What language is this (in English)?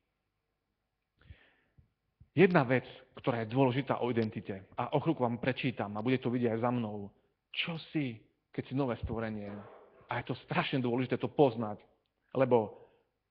Slovak